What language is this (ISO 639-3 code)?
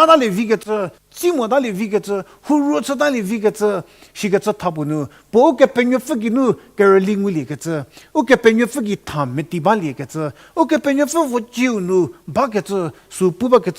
njm